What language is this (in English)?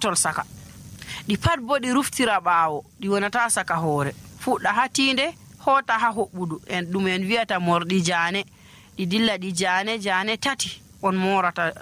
Nigerian Fulfulde